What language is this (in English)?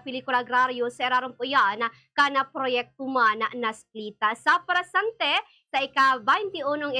Bikol